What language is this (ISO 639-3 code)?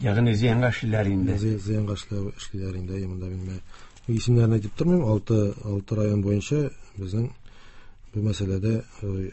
tat